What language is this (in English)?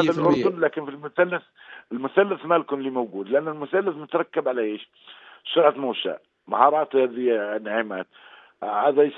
North Levantine Arabic